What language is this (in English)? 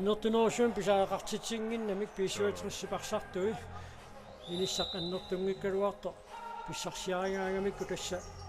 Kalaallisut